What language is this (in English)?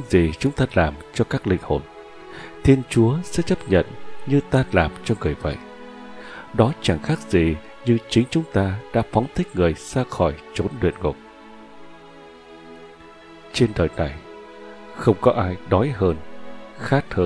Vietnamese